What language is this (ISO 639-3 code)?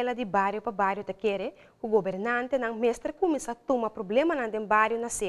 por